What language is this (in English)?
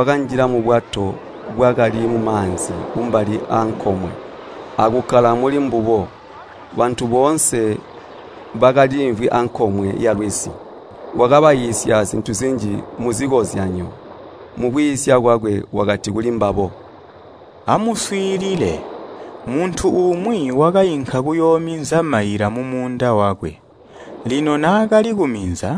Tonga (Zambia)